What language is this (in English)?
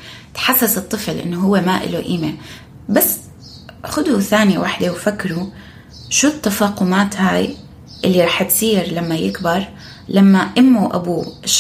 North Levantine Arabic